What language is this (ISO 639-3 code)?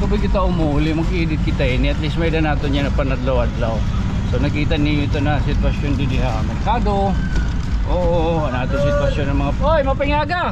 war